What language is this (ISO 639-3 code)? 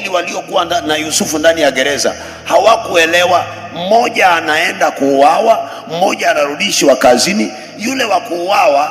swa